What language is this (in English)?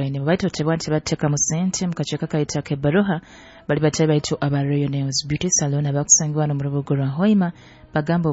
Nyoro